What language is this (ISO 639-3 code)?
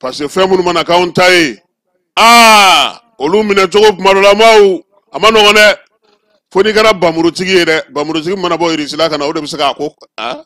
bam